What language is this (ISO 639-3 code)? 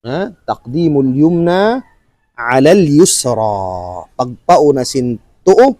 tsg